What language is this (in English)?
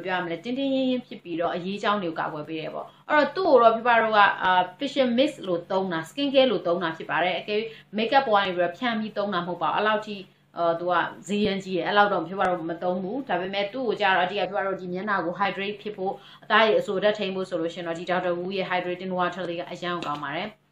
Burmese